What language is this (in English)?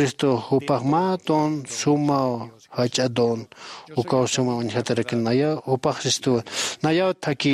Aymara